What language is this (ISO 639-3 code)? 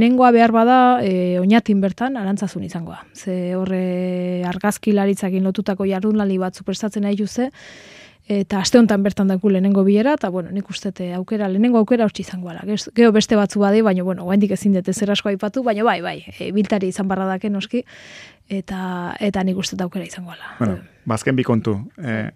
eus